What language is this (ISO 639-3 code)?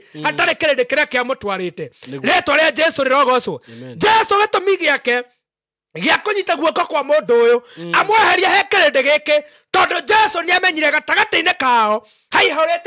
kik